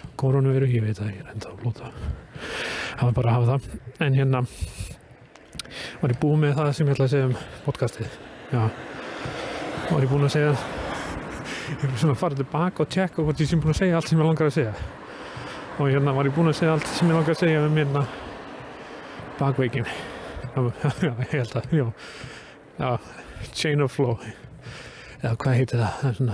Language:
Icelandic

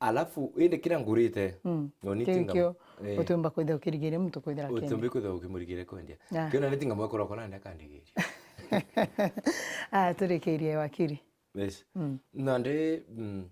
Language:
Meru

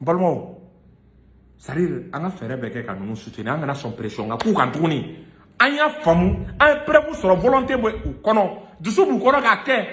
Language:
Bambara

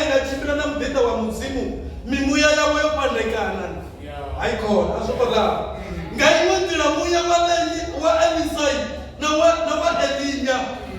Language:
Venda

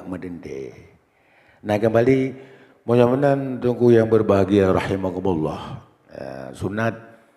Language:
Achinese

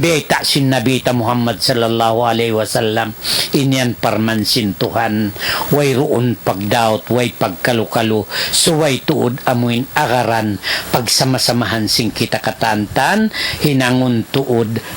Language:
Tausug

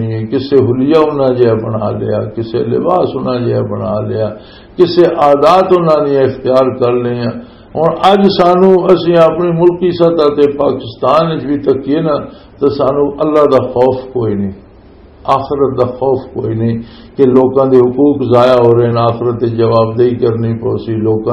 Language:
Western Panjabi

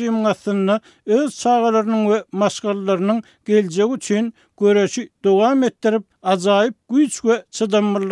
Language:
Turkmen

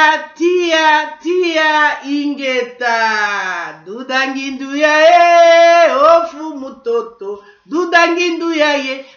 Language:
Lingala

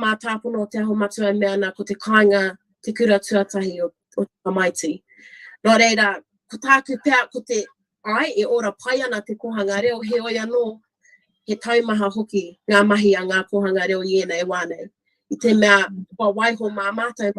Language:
Māori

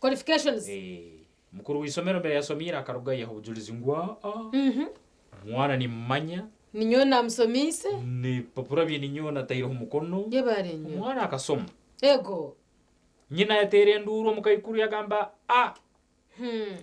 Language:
Nyankole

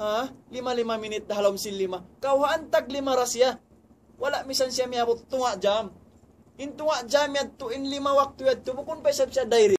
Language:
Tausug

